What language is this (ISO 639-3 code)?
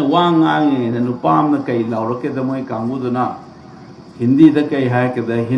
mni